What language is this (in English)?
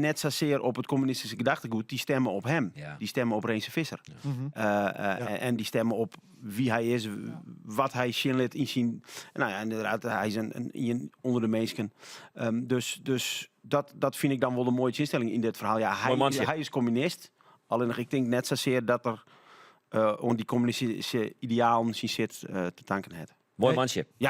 Western Frisian